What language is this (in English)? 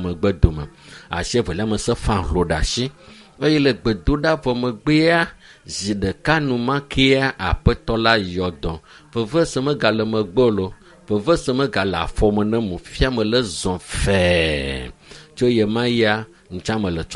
Ewe